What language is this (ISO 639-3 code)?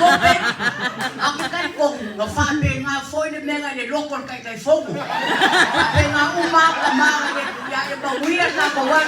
smo